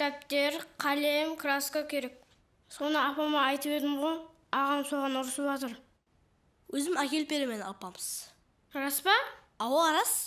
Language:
Kara-Kalpak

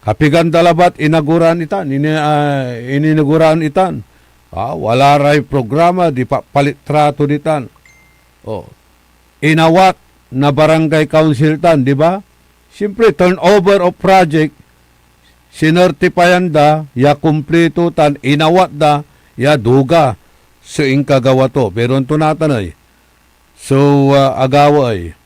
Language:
Pangasinan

